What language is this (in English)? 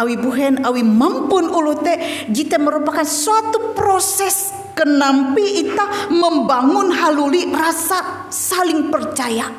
Ngaju